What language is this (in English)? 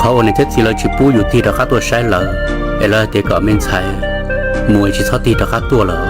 Hmong